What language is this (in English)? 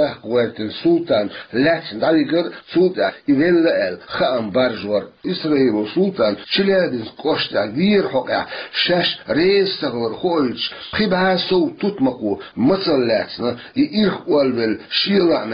Chechen